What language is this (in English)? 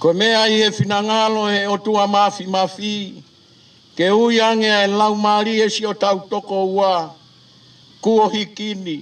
Tongan